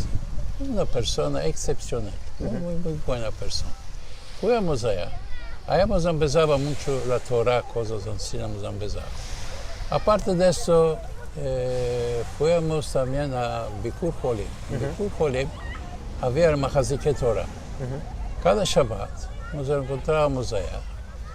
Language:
Ladino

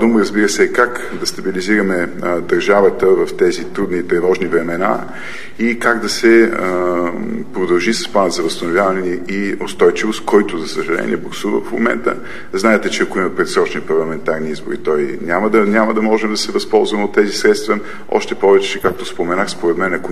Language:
Bulgarian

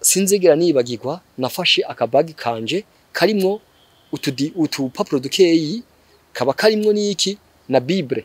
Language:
Rundi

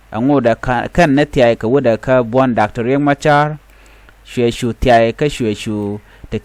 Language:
Nuer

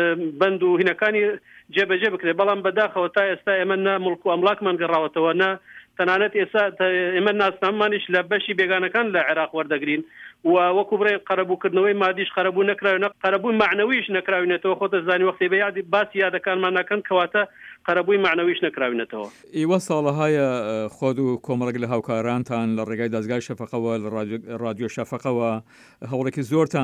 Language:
Central Kurdish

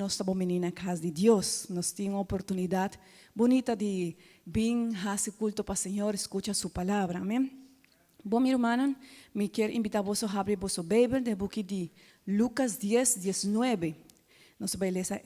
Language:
Papiamento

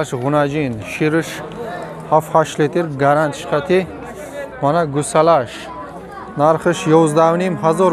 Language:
Tajik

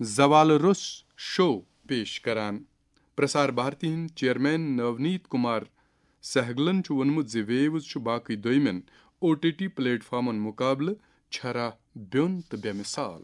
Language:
Kashmiri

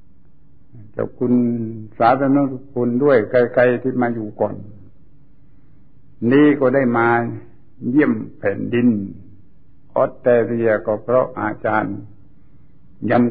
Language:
Thai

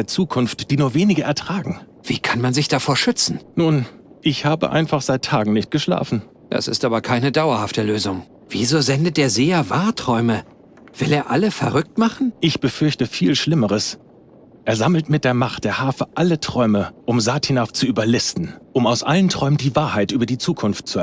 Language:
Bavarian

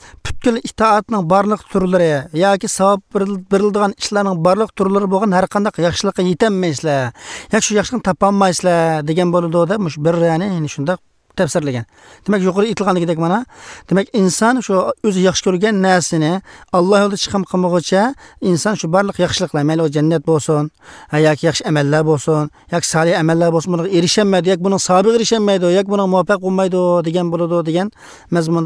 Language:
Uzbek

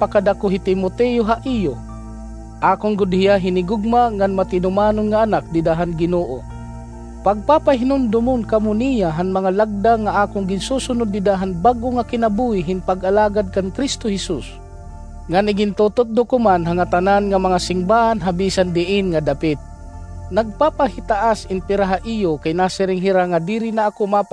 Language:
Waray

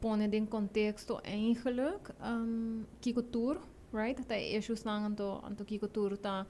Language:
Papiamento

